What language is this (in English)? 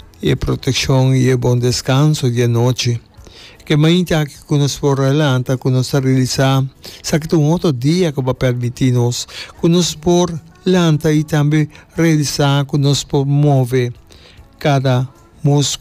Papiamento